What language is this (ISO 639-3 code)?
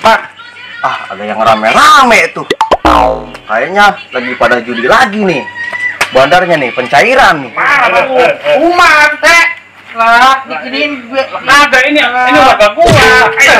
bew